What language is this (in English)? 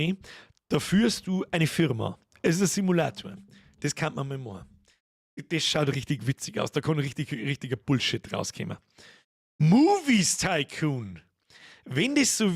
Bavarian